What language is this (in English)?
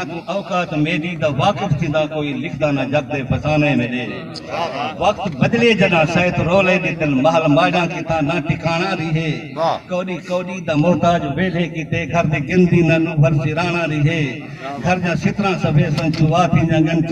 Saraiki